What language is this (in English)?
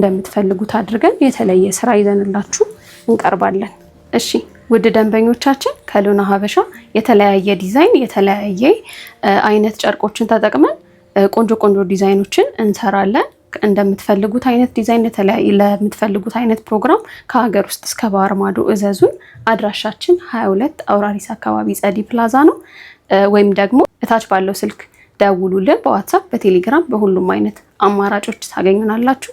Amharic